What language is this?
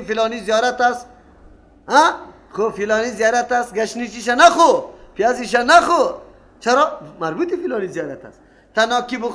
Persian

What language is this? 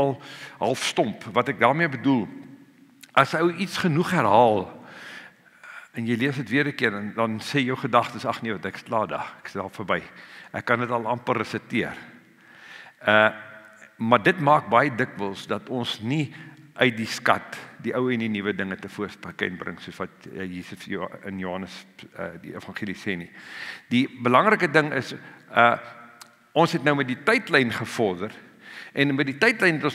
Afrikaans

